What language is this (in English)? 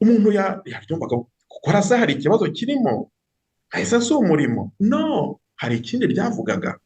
Kinyarwanda